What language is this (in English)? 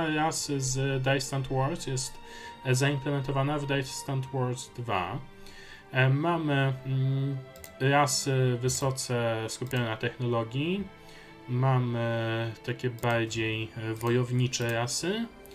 Polish